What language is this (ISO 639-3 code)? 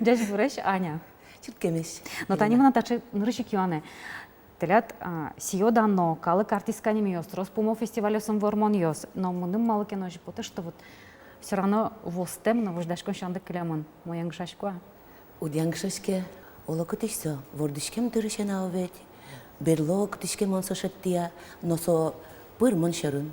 udm